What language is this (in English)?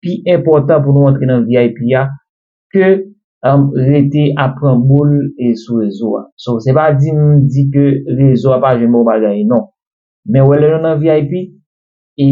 Haitian Creole